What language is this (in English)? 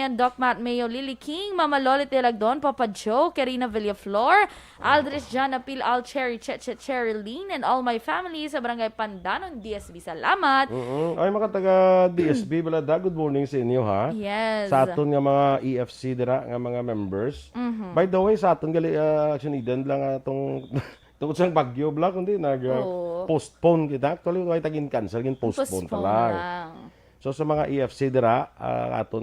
Hiligaynon